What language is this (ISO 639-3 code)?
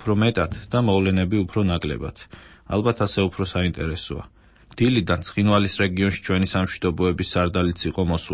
kat